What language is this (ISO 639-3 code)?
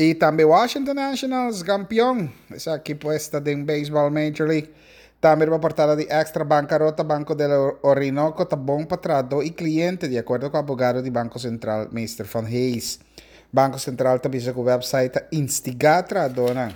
pap